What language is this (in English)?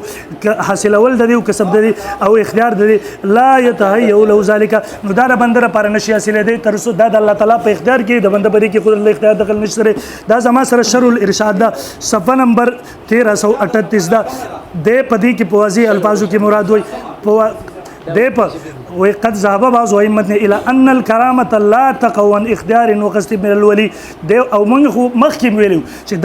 Pashto